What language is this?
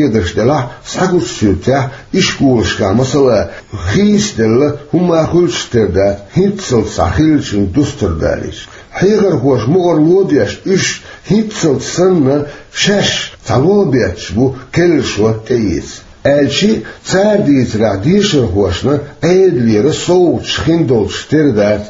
Chechen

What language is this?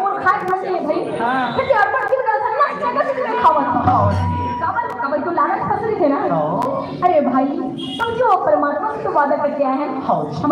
Chhattisgarhi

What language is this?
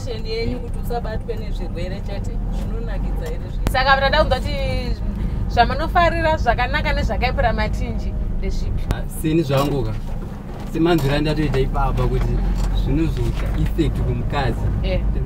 Shona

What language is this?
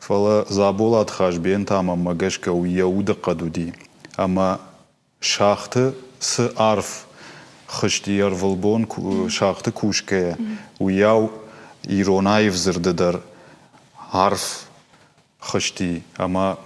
Ossetic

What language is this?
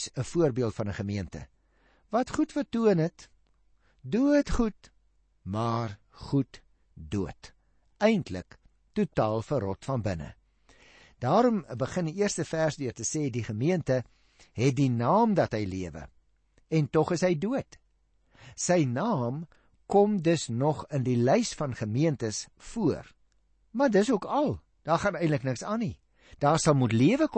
Afrikaans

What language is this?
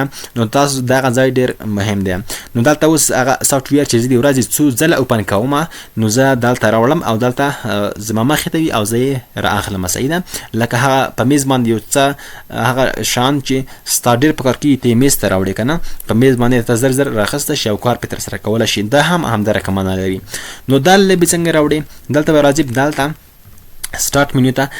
Pashto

